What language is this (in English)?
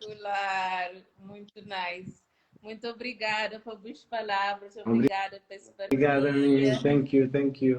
Kabuverdianu